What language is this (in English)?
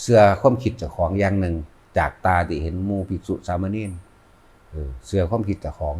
Lao